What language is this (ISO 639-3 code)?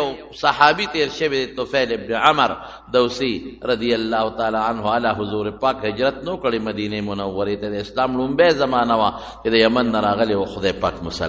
pus